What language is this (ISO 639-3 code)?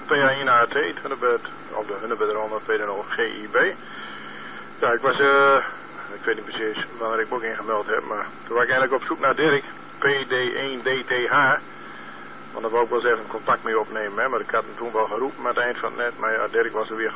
nld